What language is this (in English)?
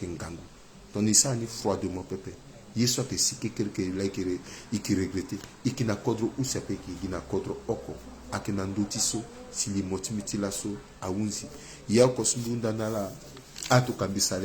Sango